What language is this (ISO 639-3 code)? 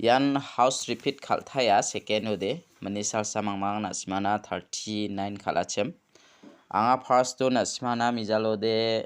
grt